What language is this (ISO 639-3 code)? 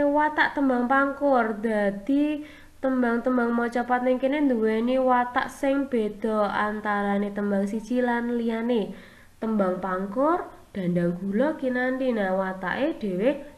jav